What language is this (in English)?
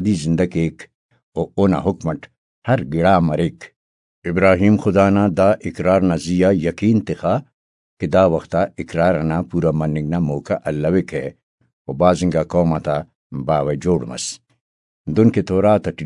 Brahui